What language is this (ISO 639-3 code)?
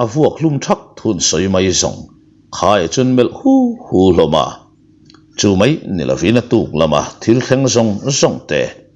lus